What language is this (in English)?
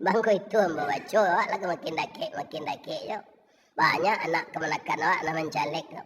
Minangkabau